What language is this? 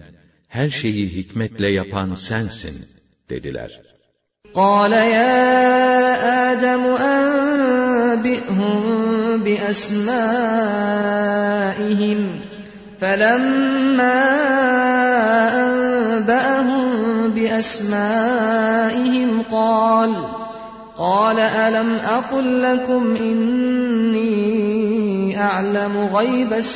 Turkish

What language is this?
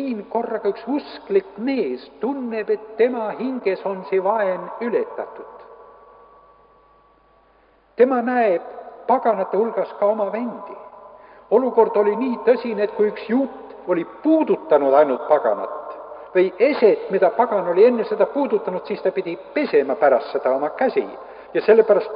Estonian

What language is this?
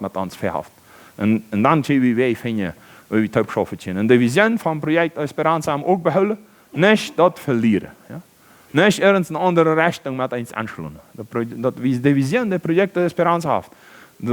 Plautdietsch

